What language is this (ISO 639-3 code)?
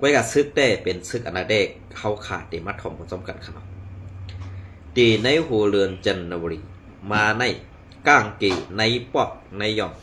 shn